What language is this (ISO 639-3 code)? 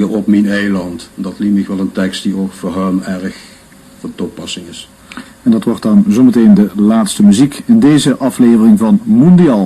lim